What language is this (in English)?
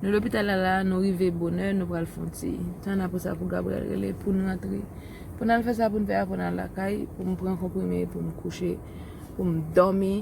Haitian Creole